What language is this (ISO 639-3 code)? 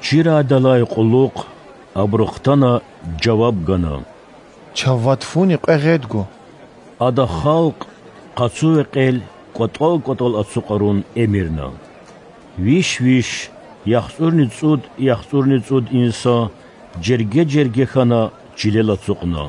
lez